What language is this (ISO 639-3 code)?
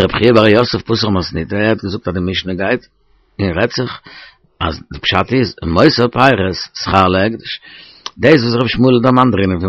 yid